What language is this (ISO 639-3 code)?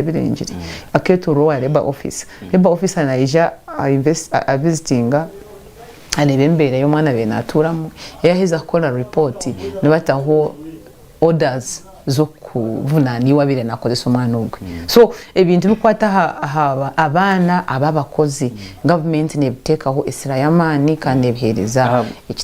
nyn